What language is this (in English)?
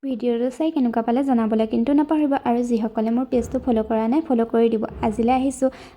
Assamese